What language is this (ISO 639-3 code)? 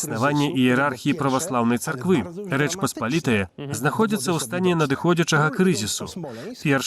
bel